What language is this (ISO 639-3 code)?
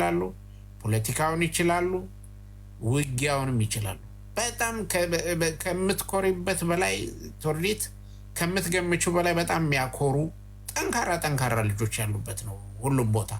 amh